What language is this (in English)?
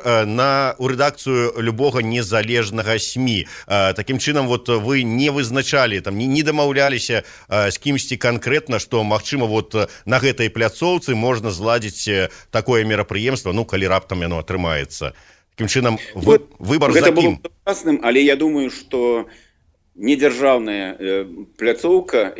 Belarusian